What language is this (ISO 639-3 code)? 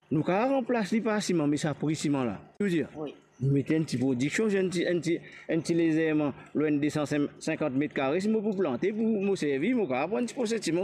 mfe